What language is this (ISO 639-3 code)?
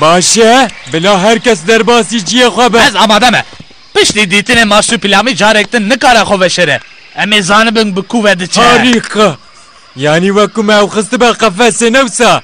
kur